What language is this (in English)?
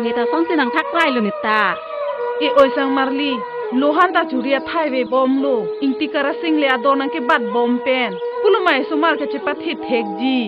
Karbi